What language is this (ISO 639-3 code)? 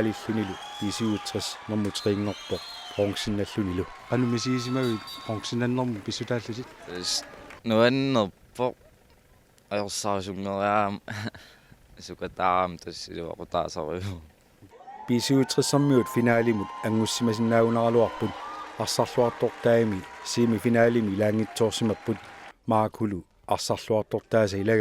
kal